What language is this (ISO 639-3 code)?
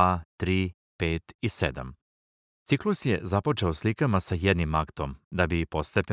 srp